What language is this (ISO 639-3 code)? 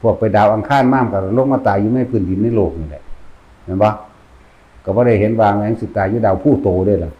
tts